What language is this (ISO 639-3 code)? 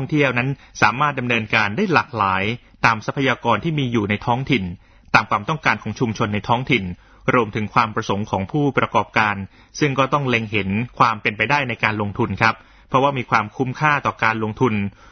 tha